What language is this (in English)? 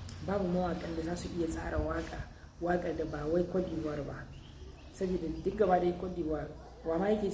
Hausa